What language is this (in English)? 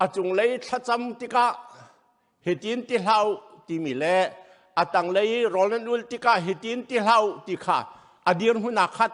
Hakha Chin